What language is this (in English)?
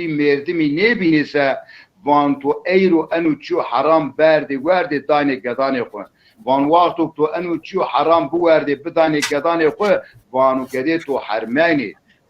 Zaza